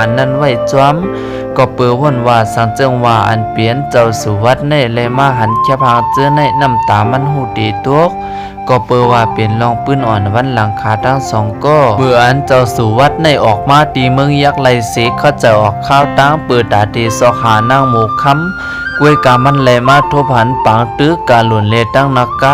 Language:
Shan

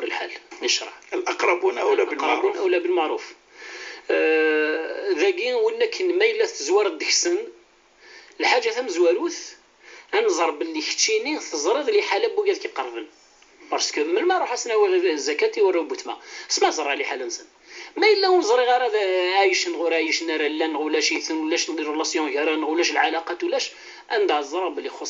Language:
Kabyle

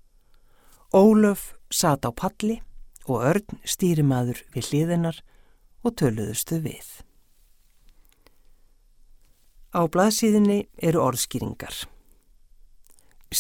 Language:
Icelandic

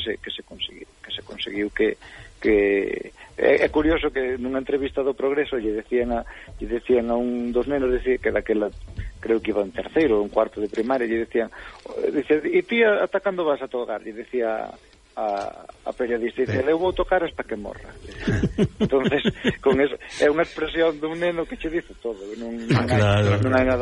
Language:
Galician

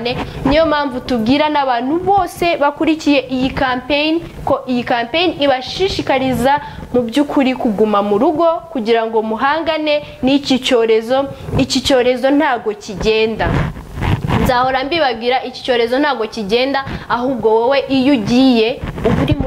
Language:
Kinyarwanda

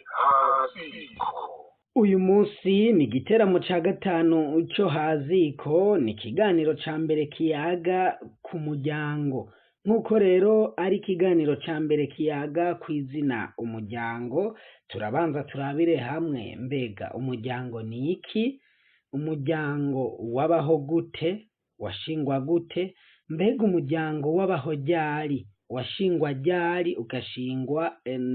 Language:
Rundi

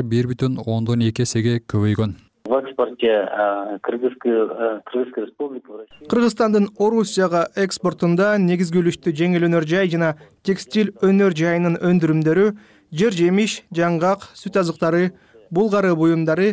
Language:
Kyrgyz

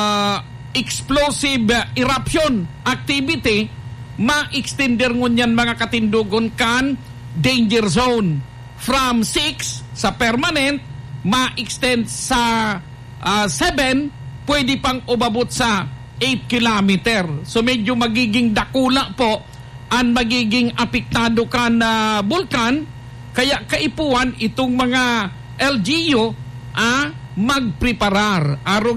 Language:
Bikol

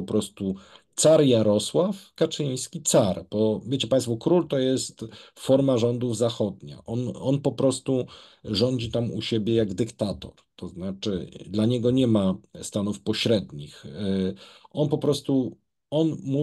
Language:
Polish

